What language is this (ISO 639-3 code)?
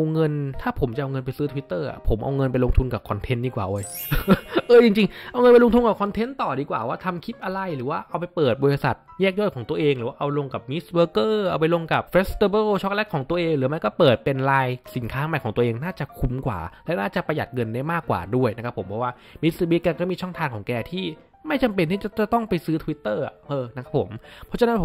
tha